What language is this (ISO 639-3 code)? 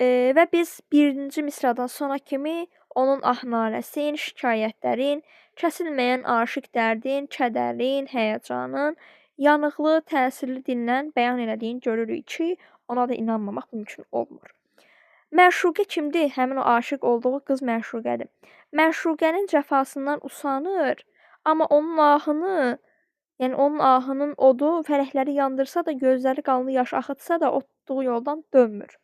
aze